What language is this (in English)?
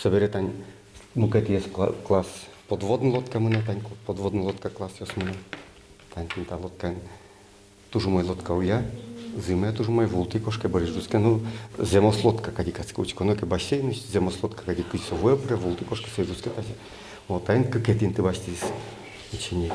Udmurt